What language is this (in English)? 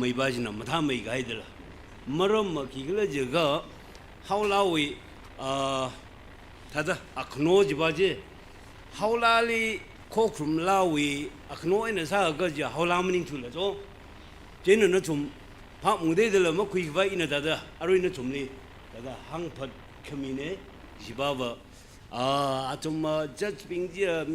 Tangkhul Naga (India)